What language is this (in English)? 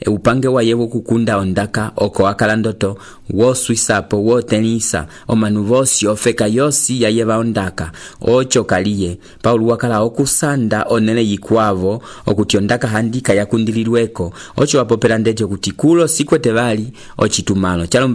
Umbundu